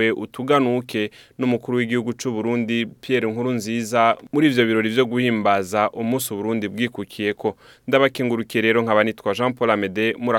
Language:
Rundi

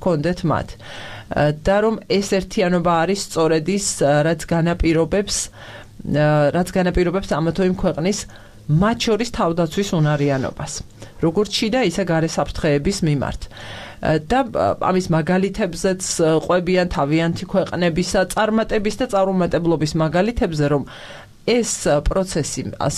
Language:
Georgian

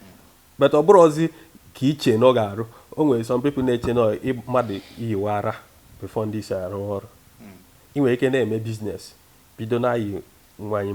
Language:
Igbo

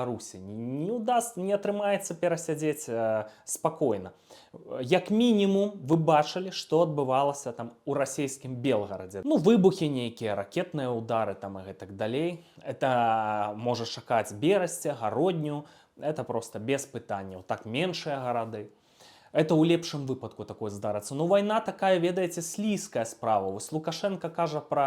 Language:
Belarusian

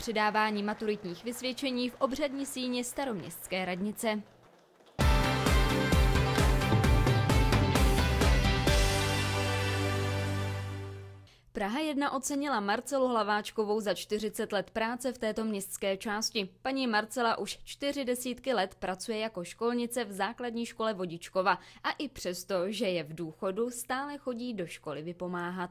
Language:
Czech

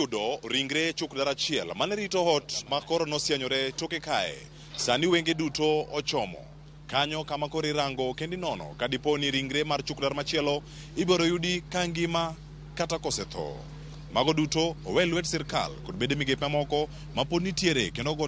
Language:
Luo (Kenya and Tanzania)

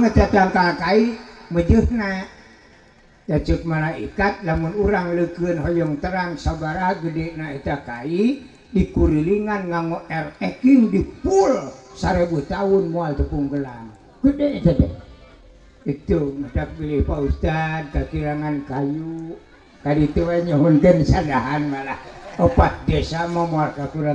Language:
Sundanese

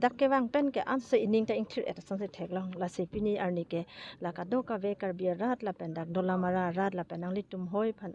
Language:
Karbi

